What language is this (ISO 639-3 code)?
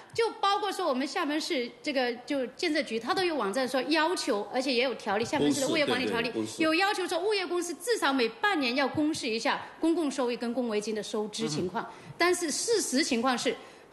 zho